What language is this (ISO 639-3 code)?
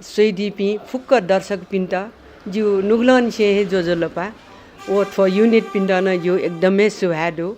new